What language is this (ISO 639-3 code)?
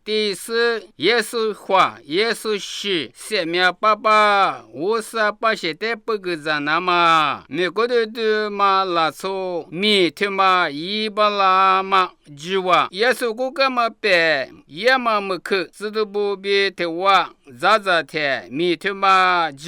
lis